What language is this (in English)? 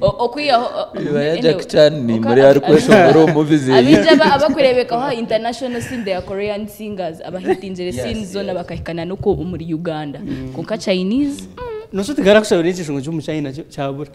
Nyankole